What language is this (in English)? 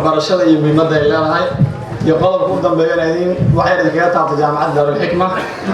Somali